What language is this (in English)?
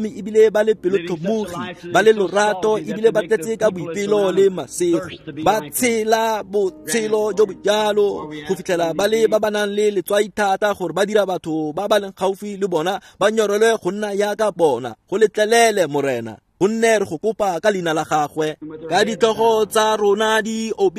Tswana